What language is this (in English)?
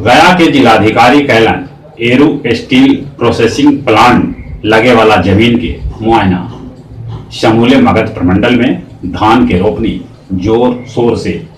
Magahi